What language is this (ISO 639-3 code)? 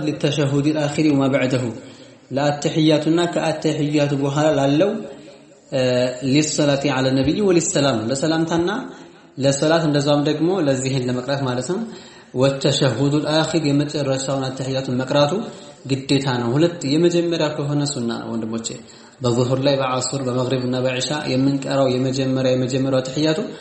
amh